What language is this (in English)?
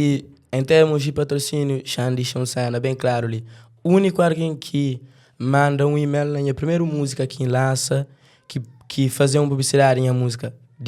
Kabuverdianu